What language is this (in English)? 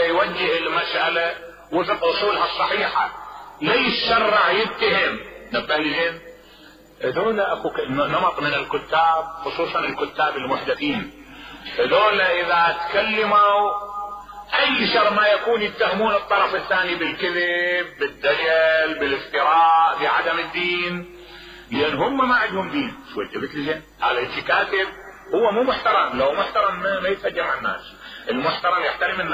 Mesopotamian Arabic